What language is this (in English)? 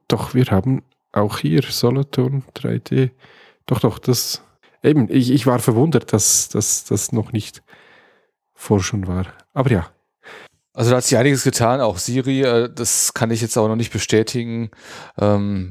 German